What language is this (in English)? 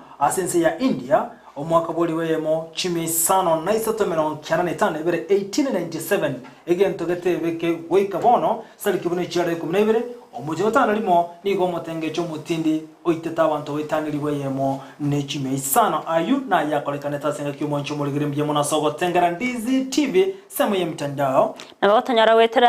Gusii